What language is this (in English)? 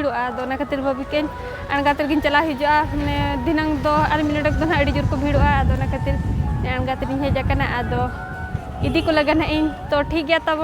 Santali